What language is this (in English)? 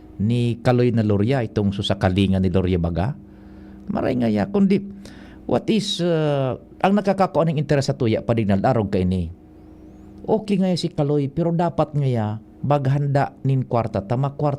Bikol